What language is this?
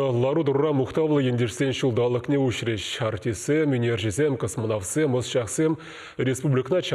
Chuvash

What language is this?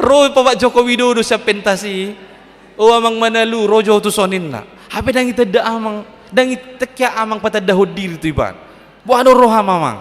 Batak Toba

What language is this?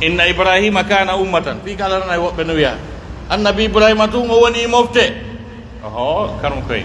Pular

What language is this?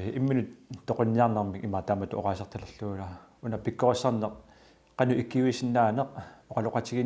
Kalaallisut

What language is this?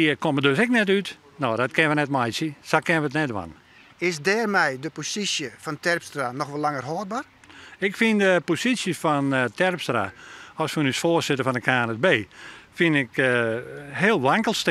Western Frisian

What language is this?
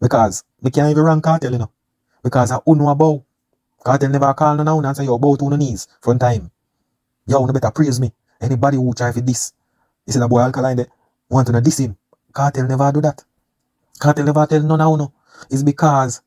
Jamaican Creole English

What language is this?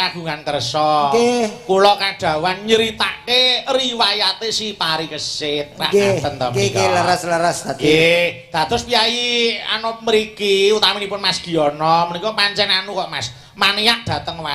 Javanese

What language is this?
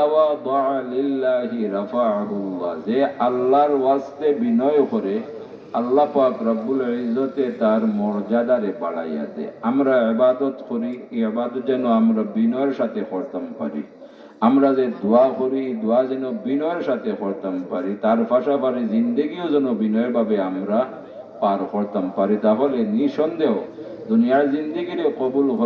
Sylheti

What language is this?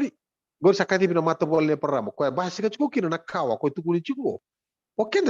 Fijian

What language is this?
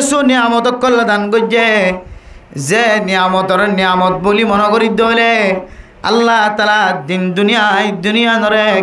Rohingya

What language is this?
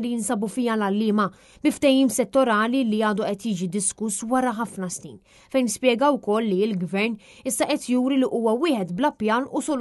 Maltese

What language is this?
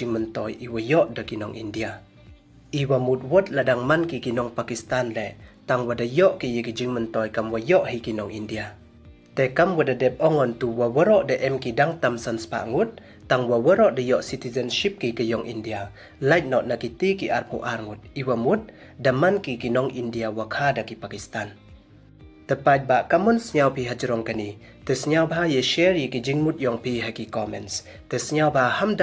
Pnar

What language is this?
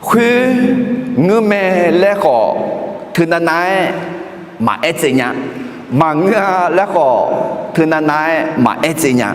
Akha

